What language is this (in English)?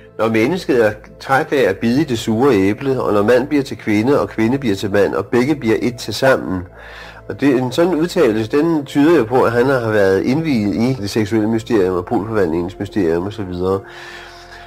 Danish